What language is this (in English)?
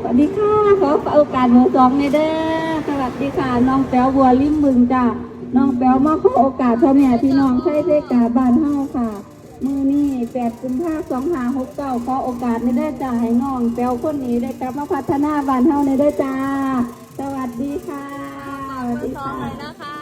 Northeastern Thai